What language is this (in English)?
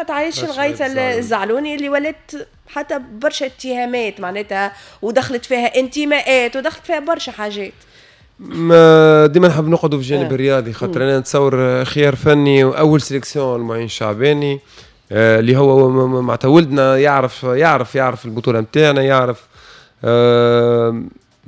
Tunisian Arabic